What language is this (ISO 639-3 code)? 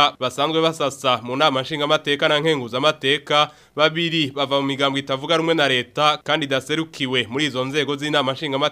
run